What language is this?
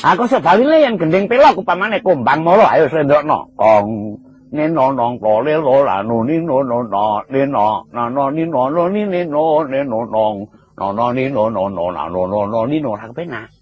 Javanese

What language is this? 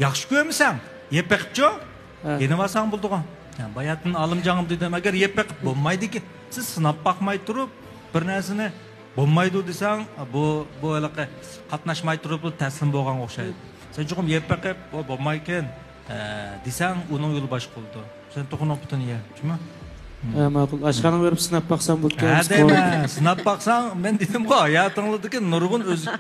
Uyghur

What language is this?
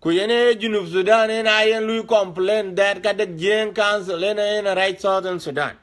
Dinka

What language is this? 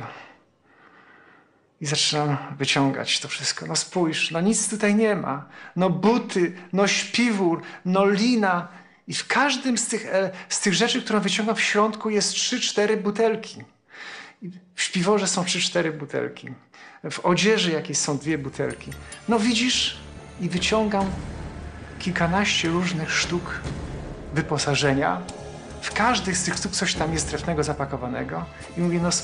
Polish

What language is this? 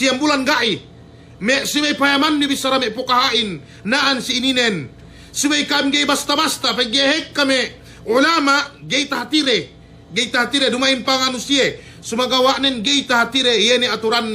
Yakan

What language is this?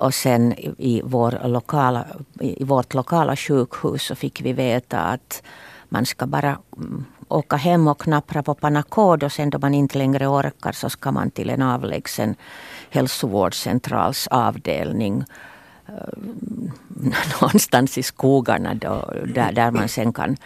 Swedish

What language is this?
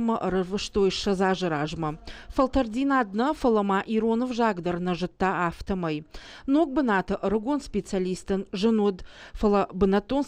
Ossetic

